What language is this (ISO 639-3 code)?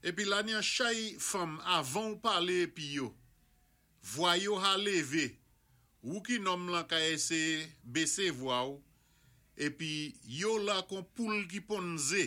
acf